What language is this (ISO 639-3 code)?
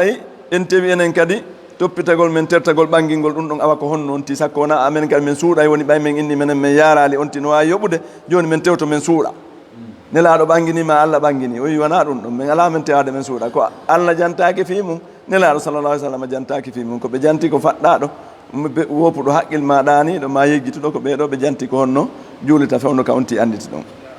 ful